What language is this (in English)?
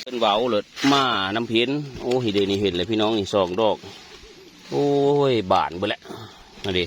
Northeastern Thai